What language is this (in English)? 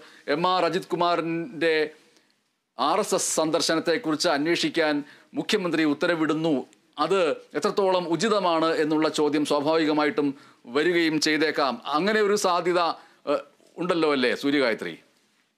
Malayalam